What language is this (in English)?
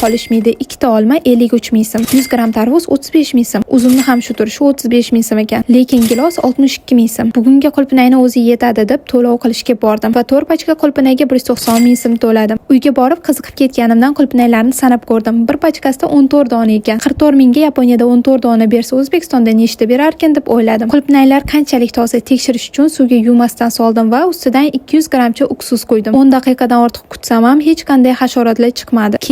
Uzbek